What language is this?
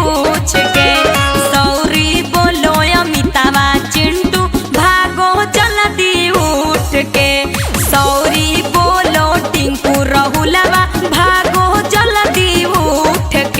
Magahi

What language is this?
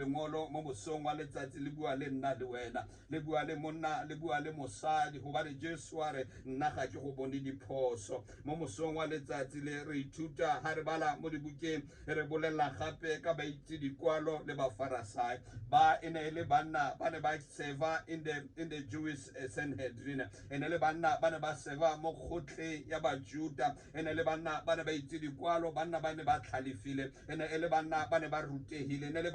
Tswana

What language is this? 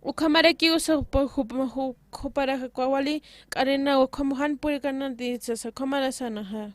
Aymara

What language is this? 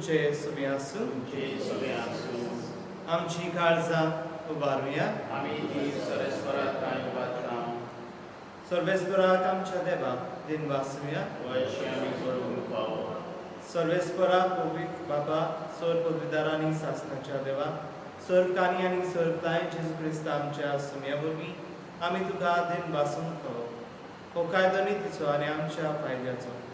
Konkani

